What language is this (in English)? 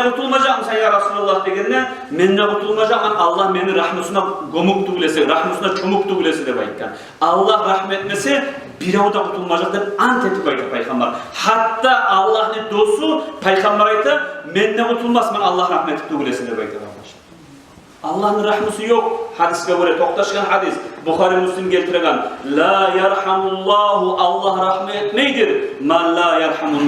Kumyk